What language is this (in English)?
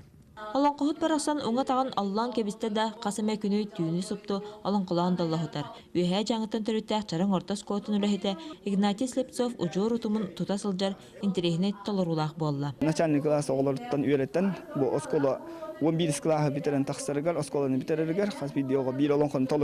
Yakut